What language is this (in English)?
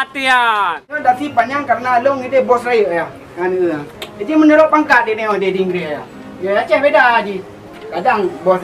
Achinese